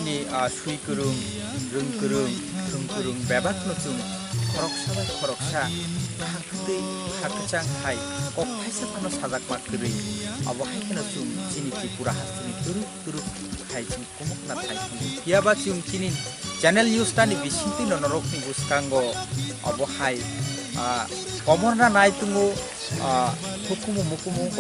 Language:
Kok Borok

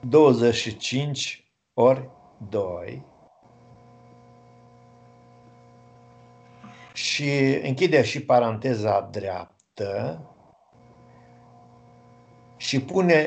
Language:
Romanian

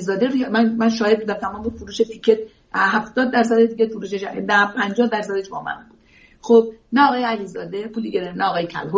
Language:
Persian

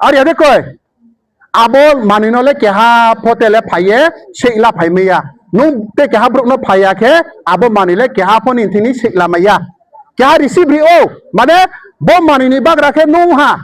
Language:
Riang (India)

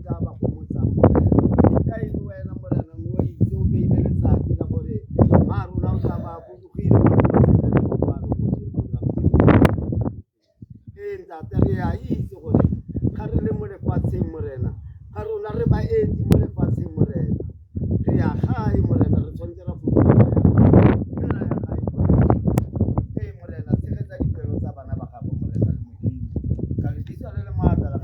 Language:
Tswana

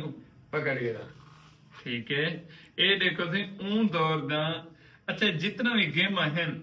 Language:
Saraiki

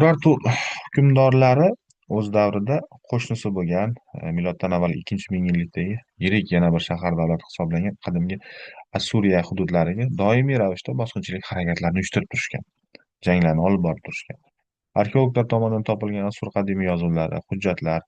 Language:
Uzbek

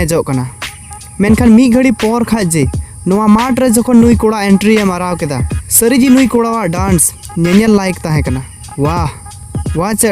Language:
Santali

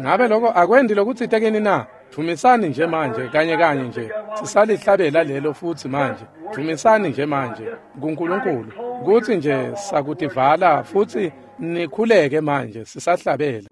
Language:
Swati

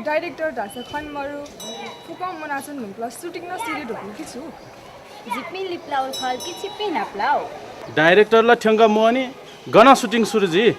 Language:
Newari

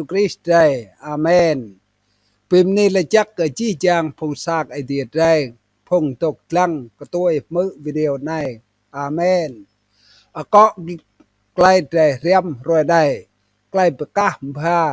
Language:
Rade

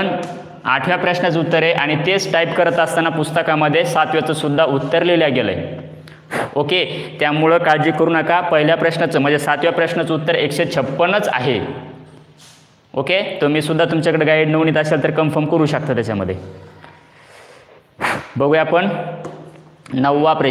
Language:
Marathi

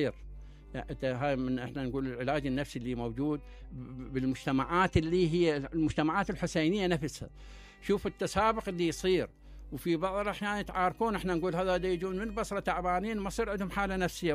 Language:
Mesopotamian Arabic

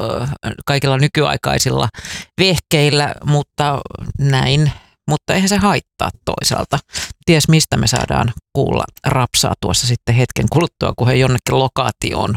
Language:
Finnish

